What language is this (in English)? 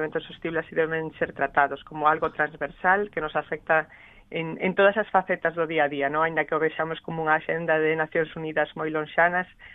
Galician